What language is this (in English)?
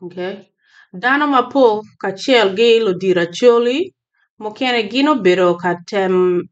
Acoli